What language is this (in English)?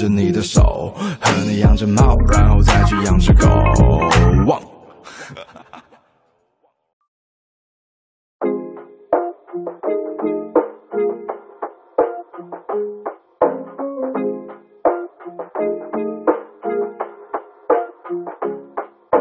Chinese